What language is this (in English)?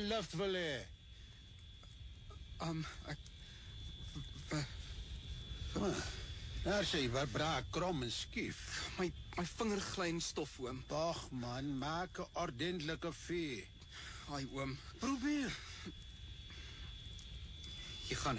Afrikaans